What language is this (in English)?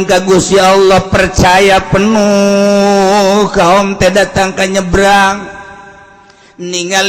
Sundanese